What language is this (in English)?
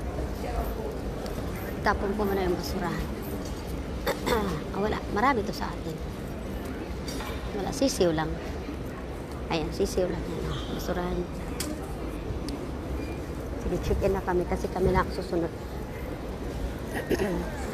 Filipino